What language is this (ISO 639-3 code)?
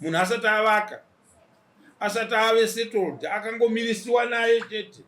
sna